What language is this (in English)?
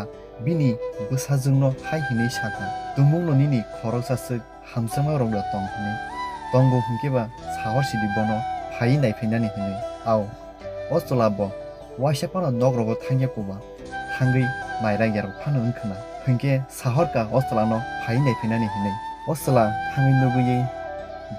Kok Borok